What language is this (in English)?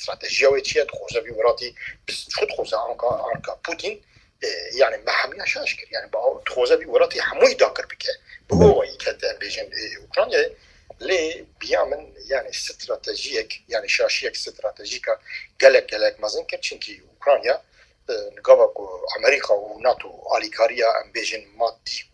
Kurdish